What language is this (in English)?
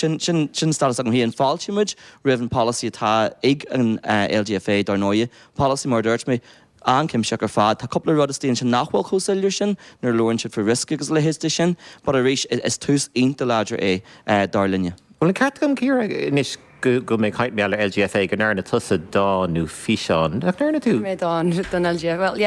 Irish